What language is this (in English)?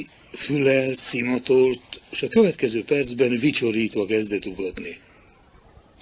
Hungarian